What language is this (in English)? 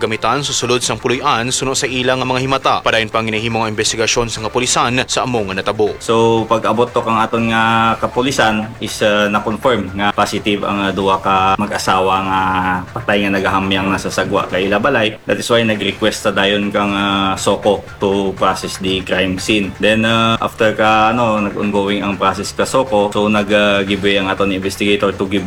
Hiligaynon